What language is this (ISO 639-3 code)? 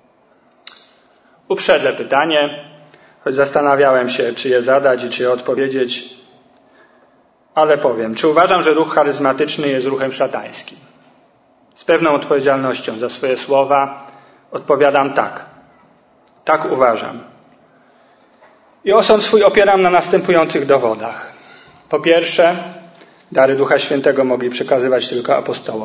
pol